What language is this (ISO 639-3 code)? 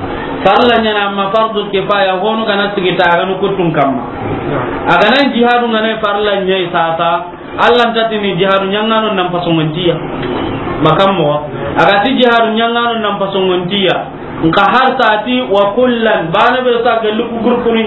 snk